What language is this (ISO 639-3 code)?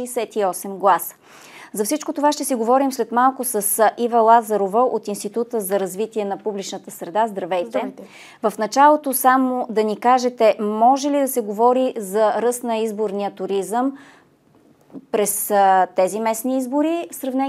bul